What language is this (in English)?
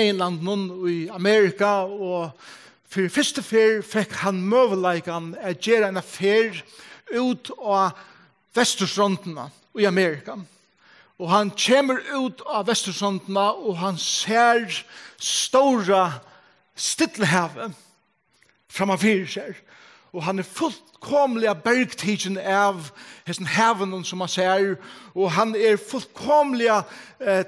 Faroese